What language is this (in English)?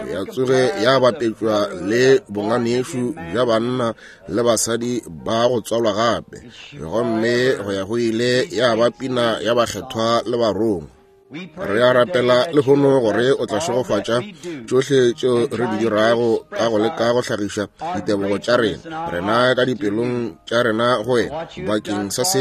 Northern Sotho